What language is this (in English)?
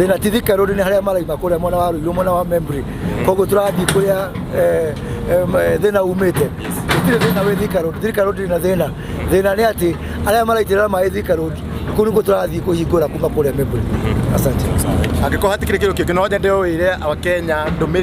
Kikuyu